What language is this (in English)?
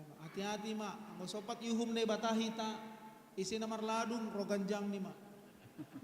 Batak Simalungun